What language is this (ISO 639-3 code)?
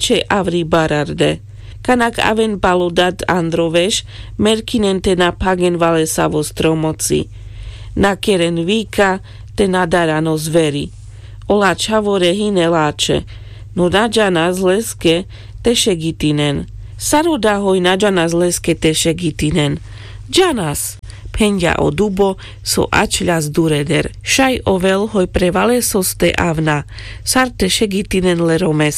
rmc